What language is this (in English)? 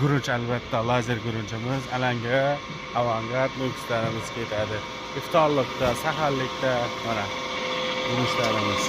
Uzbek